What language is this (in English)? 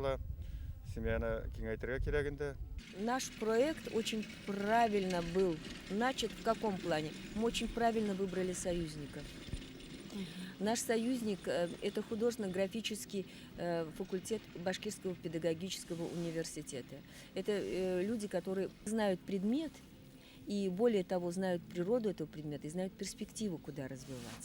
Bashkir